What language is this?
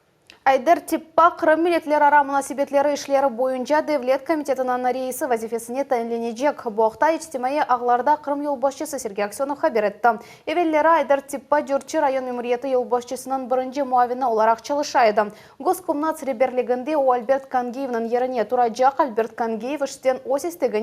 Crimean Tatar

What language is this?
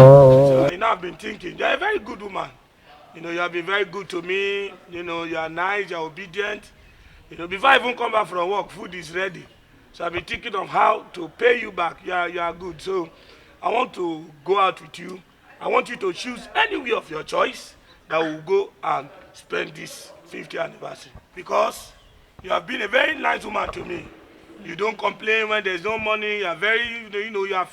Nigerian Pidgin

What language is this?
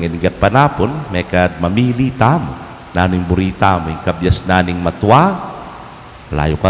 Pampanga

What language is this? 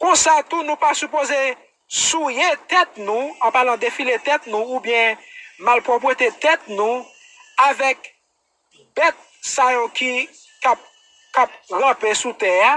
Haitian Creole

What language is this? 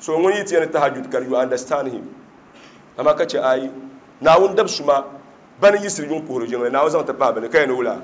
Dagbani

